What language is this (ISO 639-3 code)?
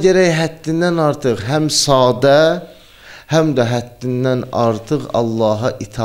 aze